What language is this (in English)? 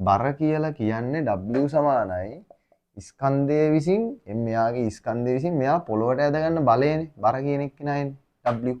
Sinhala